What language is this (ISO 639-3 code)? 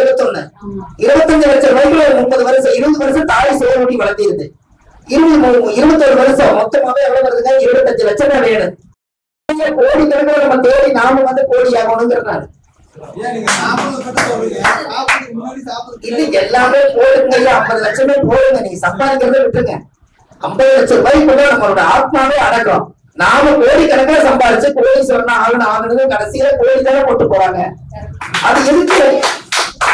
tam